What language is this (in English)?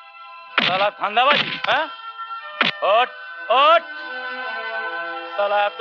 Bangla